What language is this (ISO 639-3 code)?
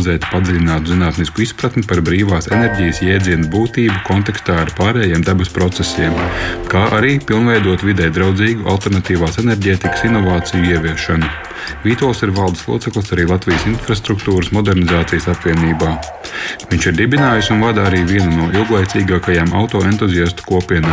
lav